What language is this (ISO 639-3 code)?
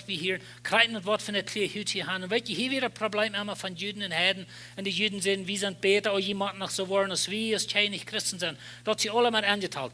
pdt